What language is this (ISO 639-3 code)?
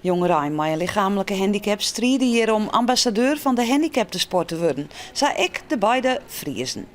fry